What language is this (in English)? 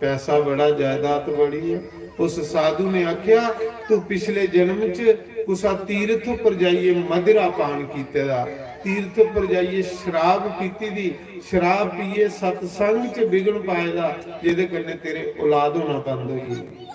Dogri